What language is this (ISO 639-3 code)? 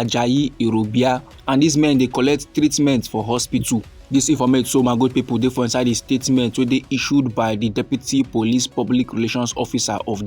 pcm